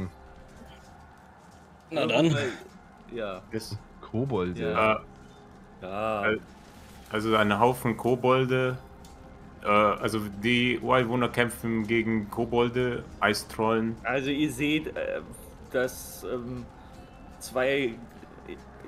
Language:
German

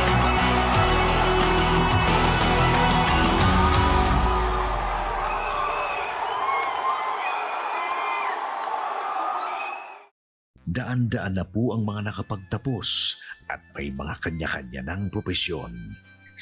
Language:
Filipino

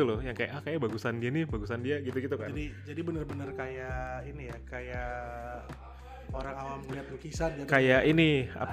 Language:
Indonesian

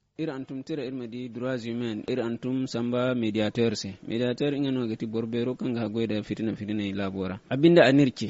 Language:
Zarma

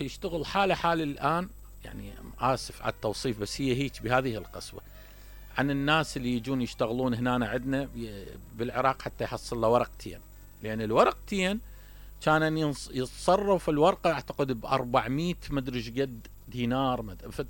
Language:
Mesopotamian Arabic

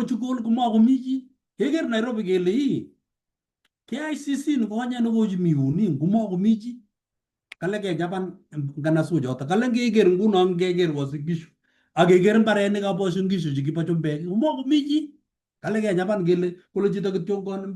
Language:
Kalenjin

